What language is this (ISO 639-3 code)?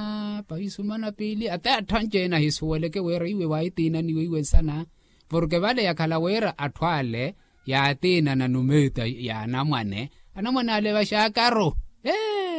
vmw